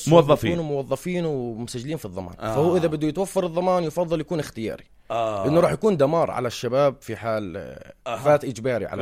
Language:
North Levantine Arabic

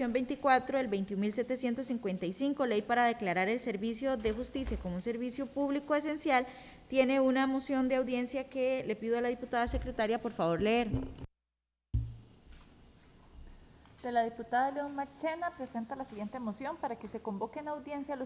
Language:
Spanish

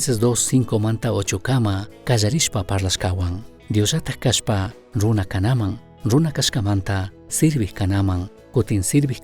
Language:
Chimborazo Highland Quichua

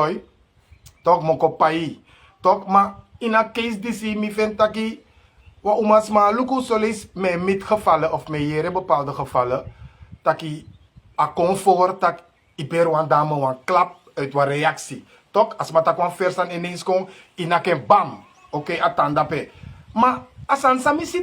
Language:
Sranan Tongo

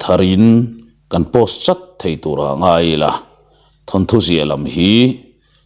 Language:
Mizo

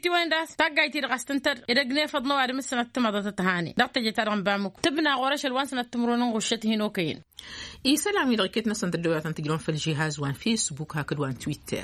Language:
Tamasheq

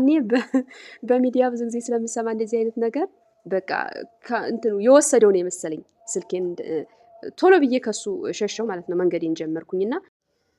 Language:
Amharic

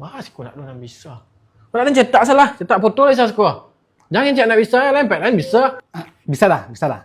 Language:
Minangkabau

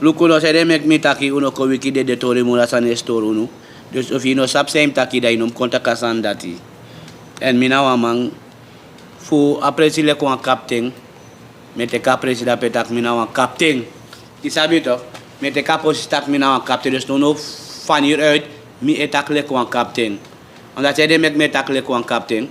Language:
Sranan Tongo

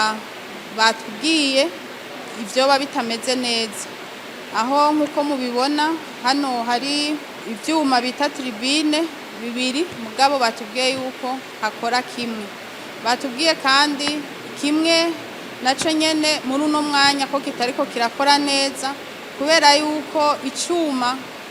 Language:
Rundi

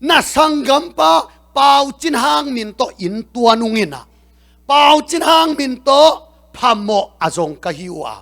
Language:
Tedim Chin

